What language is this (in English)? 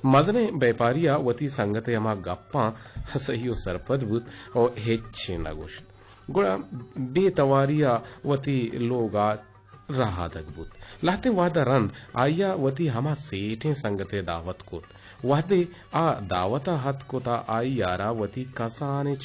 Eastern Balochi